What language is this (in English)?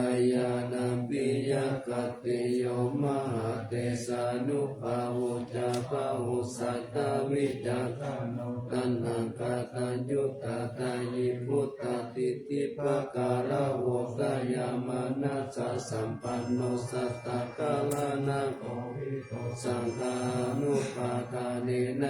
Pali